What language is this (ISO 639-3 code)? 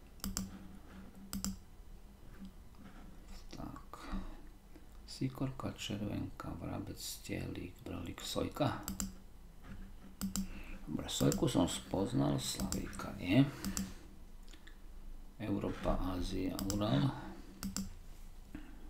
slk